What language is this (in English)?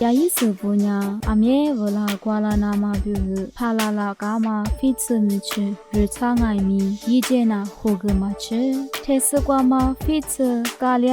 Lisu